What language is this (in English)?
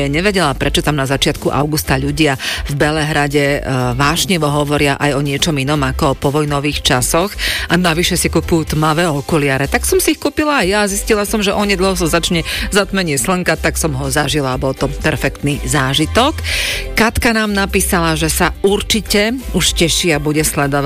Slovak